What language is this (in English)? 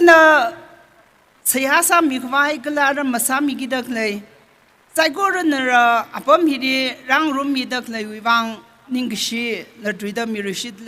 Tangkhul Naga (India)